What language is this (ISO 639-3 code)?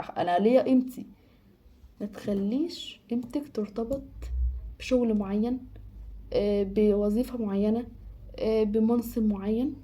arz